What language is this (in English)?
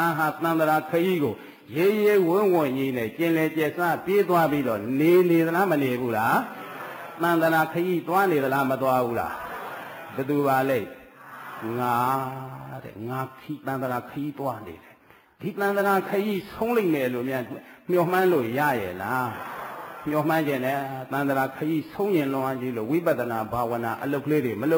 Burmese